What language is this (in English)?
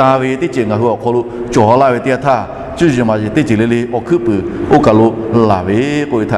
Lahu